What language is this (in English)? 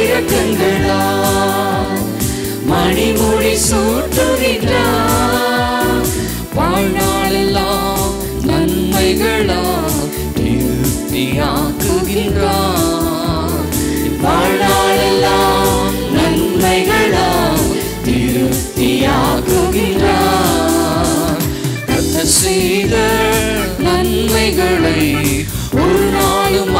Tamil